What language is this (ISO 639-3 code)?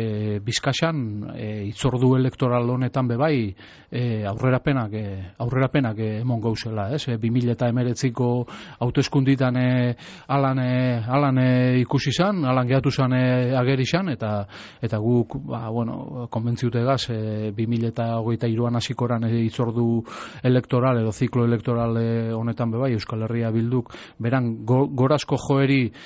eus